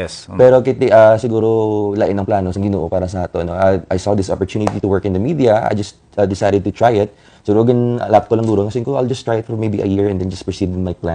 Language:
Hiligaynon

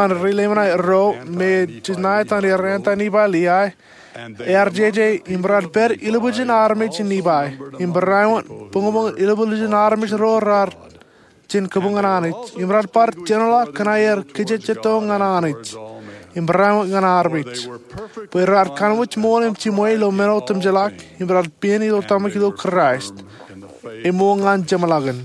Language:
Marshallese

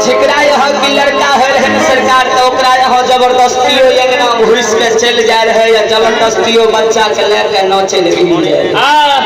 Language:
Maithili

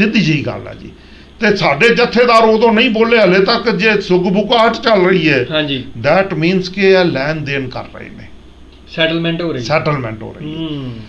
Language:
Punjabi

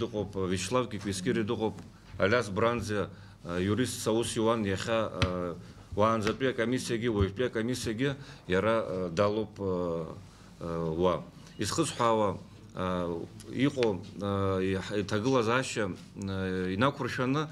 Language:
Abkhazian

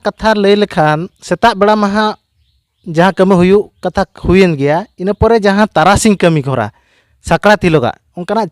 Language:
Santali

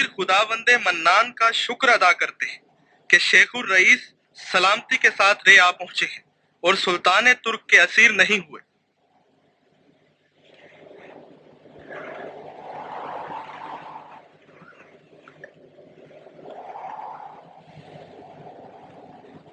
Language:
Urdu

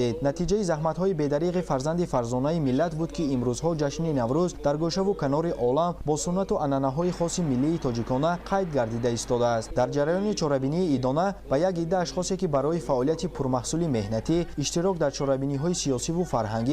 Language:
Tajik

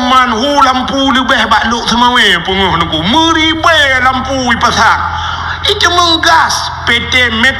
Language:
Achinese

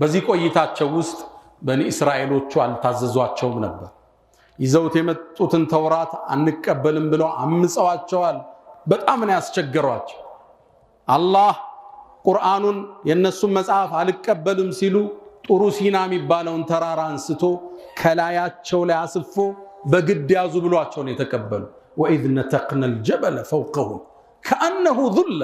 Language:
Amharic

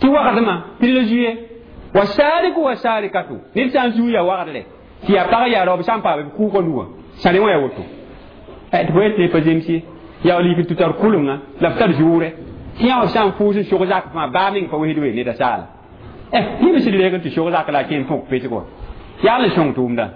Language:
Mossi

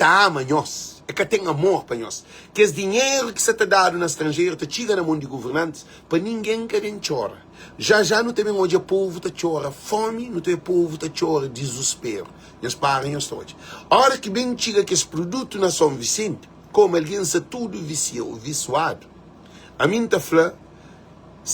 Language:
Kabuverdianu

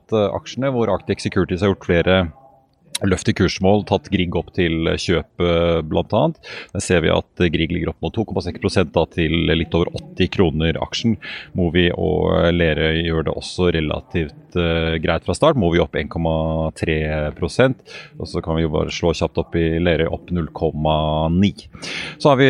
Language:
Norwegian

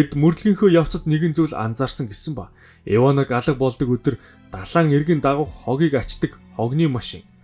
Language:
Mongolian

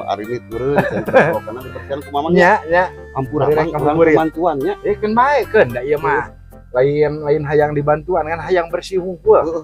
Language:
Sundanese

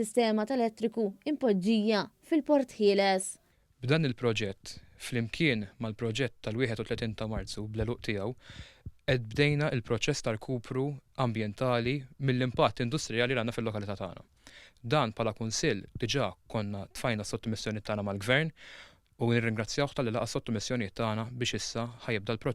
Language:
Maltese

